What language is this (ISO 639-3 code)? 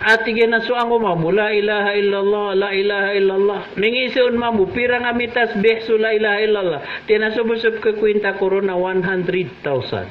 mrw